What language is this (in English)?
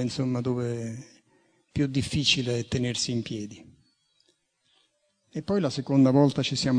Italian